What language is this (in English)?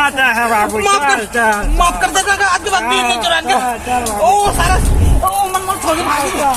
Chhattisgarhi